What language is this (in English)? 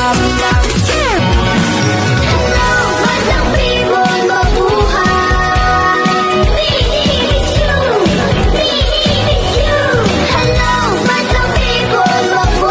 Filipino